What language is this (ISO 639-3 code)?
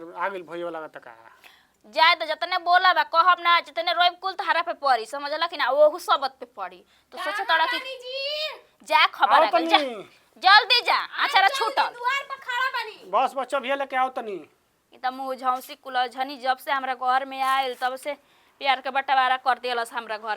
bho